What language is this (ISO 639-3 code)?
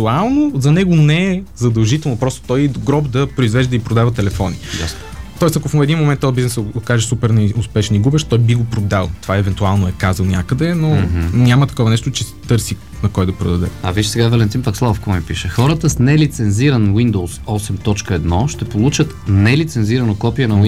bul